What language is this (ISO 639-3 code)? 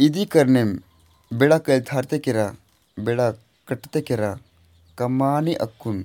kru